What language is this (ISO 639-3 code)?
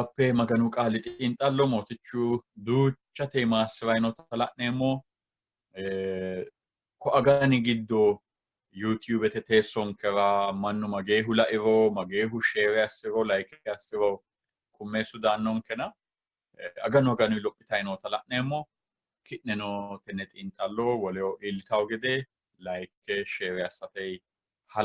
sid